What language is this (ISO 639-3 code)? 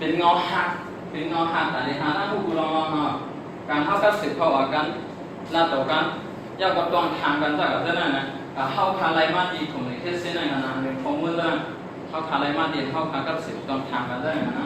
shn